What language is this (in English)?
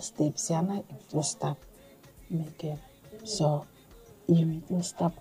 Bislama